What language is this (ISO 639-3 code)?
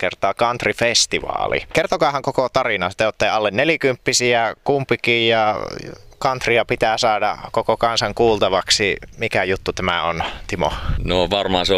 fin